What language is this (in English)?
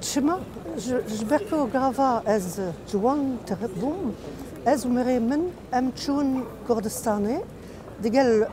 Kurdish